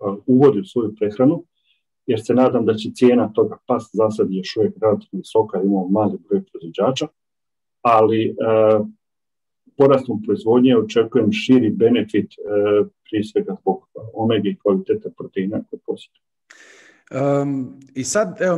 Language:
Croatian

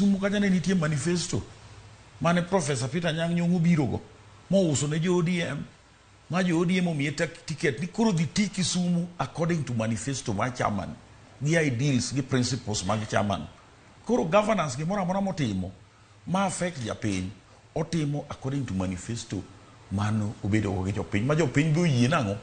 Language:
Luo (Kenya and Tanzania)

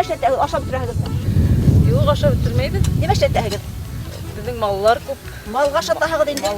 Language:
Bashkir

